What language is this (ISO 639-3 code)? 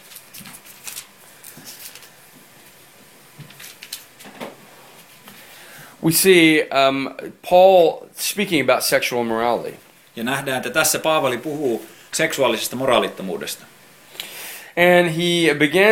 fin